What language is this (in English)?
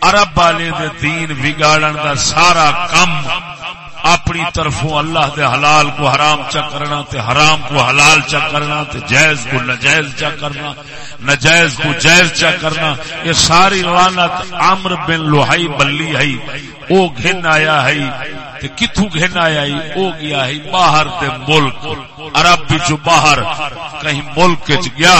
Saraiki